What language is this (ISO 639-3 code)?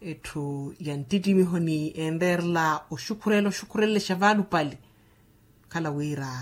vmw